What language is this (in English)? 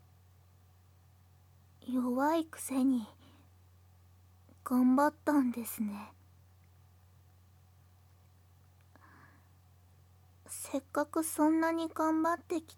Japanese